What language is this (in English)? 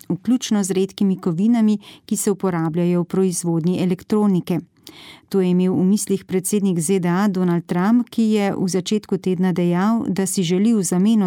Slovenian